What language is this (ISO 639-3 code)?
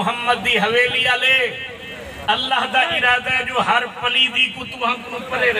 skr